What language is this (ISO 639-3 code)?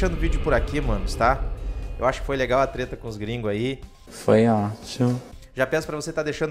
por